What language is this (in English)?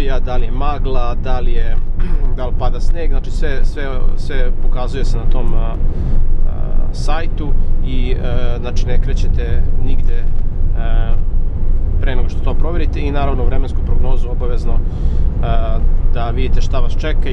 Serbian